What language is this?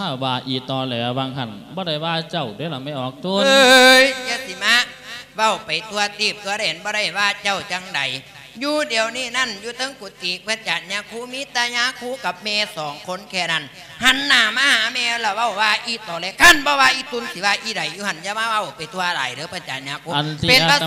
Lao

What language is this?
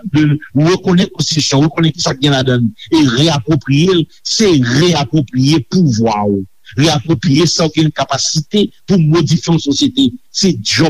Haitian Creole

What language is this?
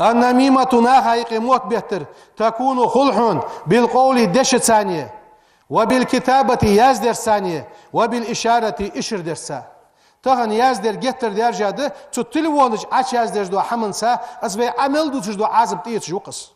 Ingush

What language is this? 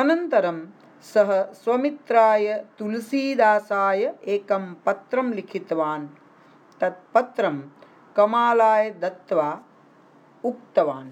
Sanskrit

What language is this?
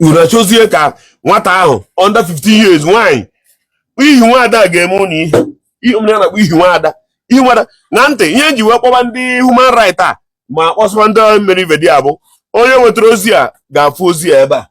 Igbo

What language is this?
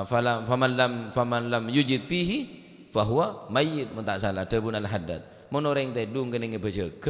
Madurese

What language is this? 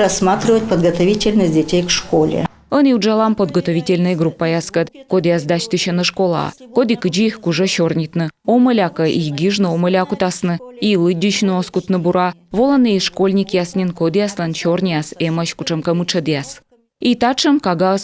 Komi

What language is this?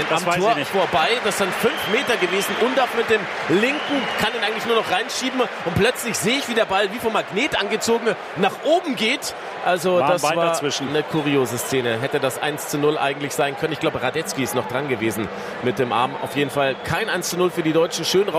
German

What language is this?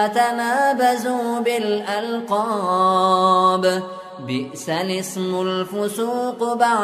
Persian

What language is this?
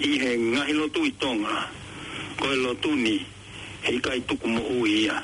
Tongan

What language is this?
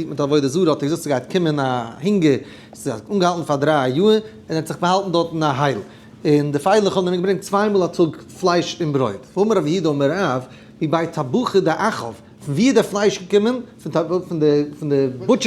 Yiddish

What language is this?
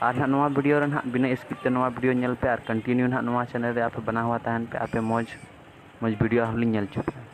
Santali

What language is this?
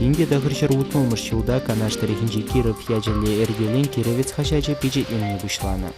Chuvash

